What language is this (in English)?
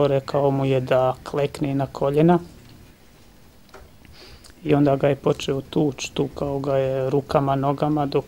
Bosnian